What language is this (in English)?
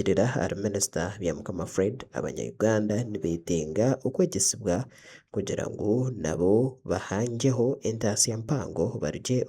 Nyankole